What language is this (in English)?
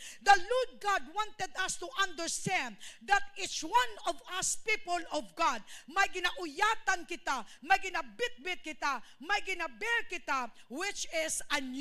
Hiligaynon